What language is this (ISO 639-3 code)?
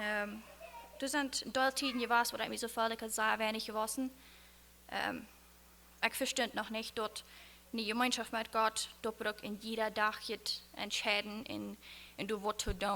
pdt